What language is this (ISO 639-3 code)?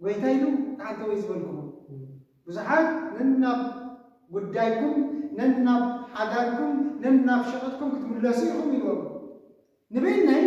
tir